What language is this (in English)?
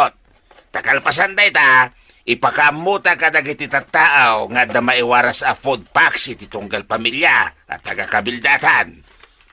Iloko